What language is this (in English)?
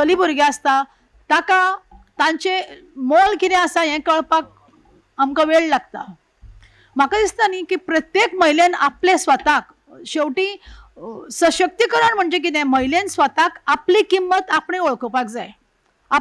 Konkani